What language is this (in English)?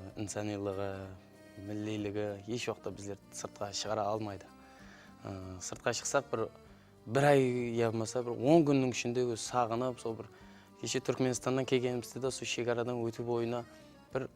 Kara-Kalpak